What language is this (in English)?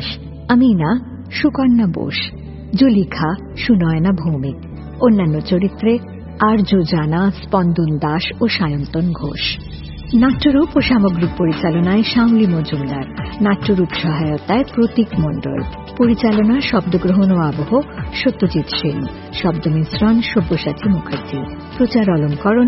Bangla